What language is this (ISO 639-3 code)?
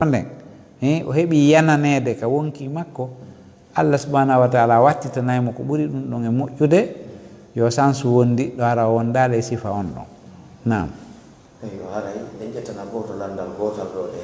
ful